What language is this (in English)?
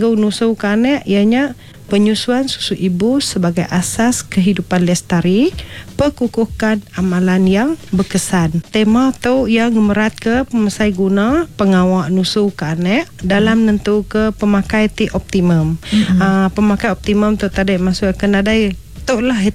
Iban